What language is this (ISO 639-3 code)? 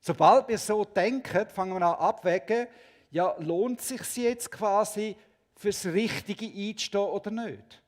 gsw